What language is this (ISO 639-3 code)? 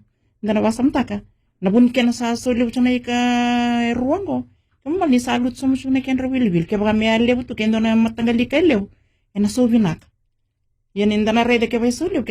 fij